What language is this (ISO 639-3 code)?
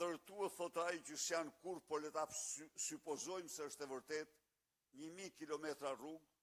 sqi